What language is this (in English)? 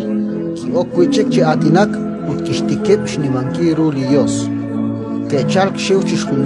Kekchí